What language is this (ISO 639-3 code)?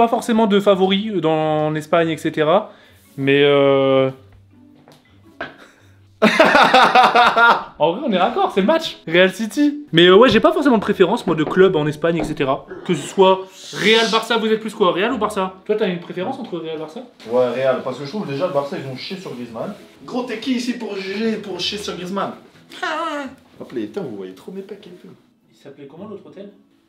fra